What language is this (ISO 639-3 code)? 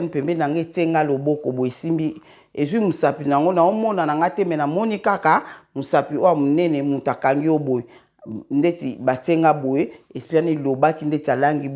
lin